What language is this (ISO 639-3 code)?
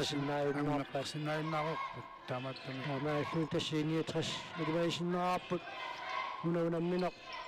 kal